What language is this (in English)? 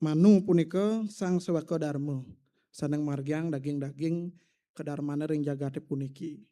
Balinese